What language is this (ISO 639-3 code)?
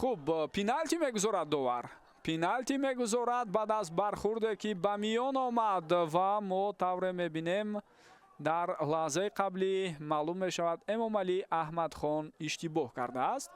tgk